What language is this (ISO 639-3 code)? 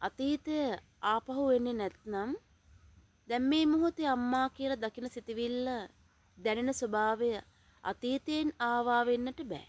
sin